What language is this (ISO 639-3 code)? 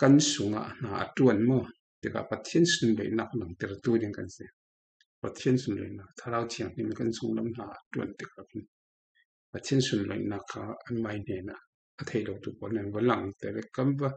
cfm